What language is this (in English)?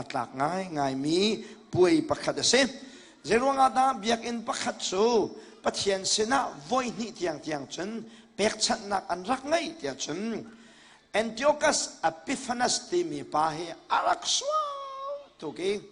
Hakha Chin